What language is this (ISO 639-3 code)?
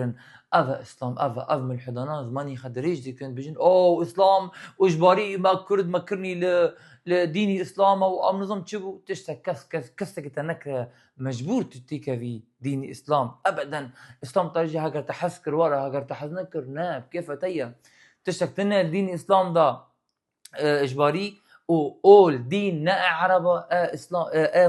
kur